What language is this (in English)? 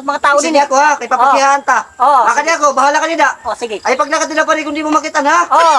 Waray